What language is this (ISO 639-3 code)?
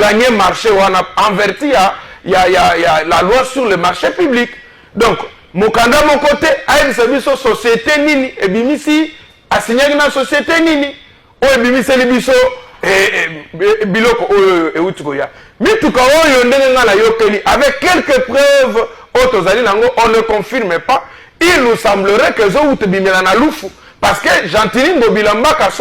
lin